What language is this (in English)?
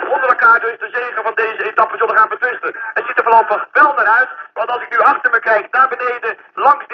Dutch